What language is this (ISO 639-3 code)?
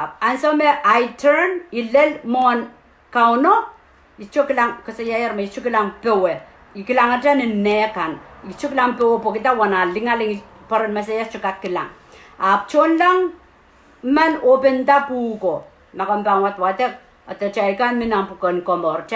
pon